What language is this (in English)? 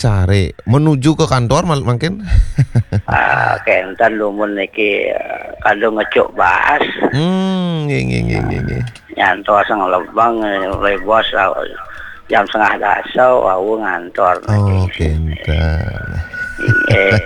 Balinese